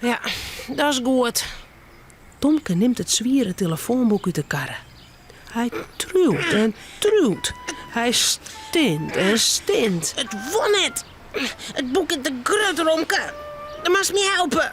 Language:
Western Frisian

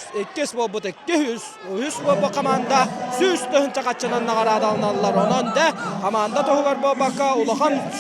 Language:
Yakut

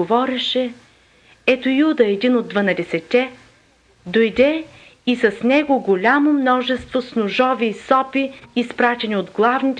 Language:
Bulgarian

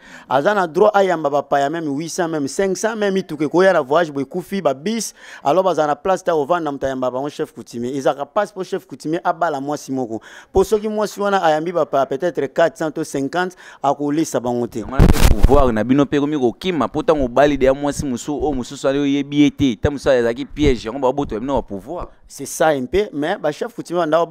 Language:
Lingala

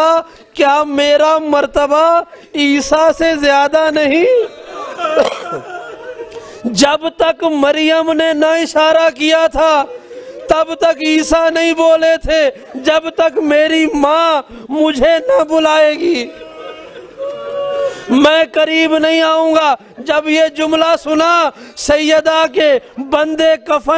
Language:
Urdu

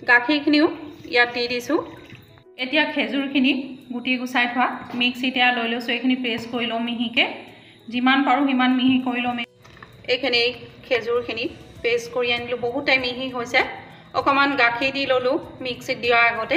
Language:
Assamese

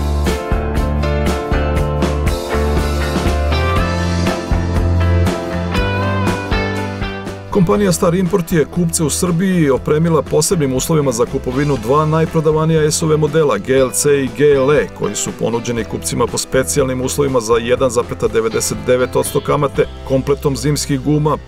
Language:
Serbian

